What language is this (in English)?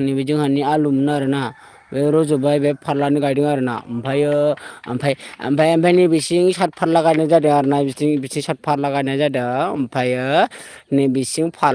Bodo